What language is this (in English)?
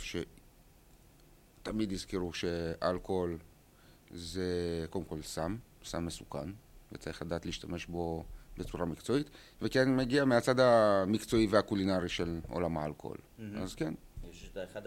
Hebrew